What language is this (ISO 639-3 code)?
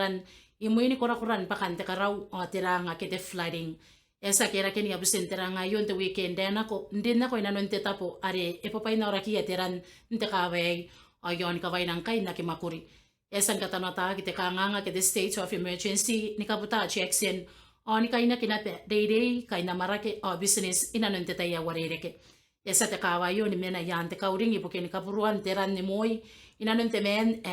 gil